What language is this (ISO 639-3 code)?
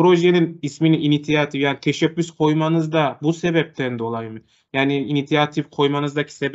crh